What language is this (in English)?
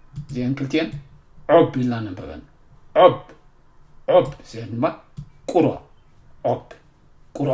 Tigrinya